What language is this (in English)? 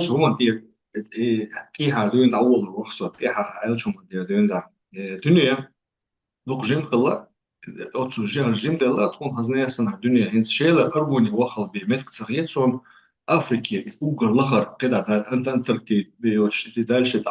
Chechen